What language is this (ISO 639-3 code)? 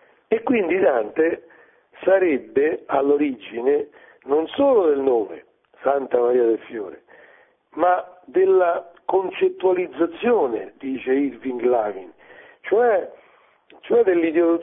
ita